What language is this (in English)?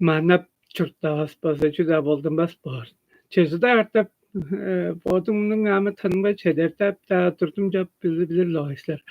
Tuvinian